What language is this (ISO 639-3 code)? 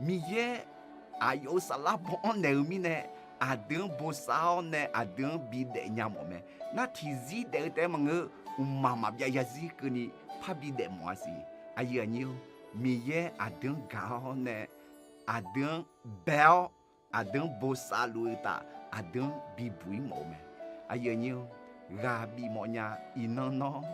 ahk